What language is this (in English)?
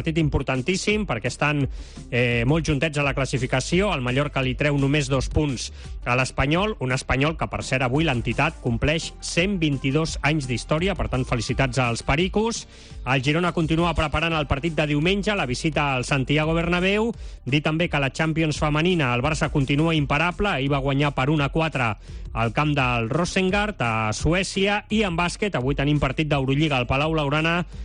Catalan